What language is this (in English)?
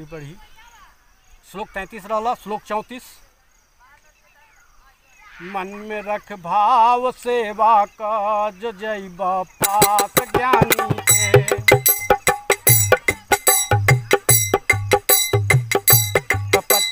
Bhojpuri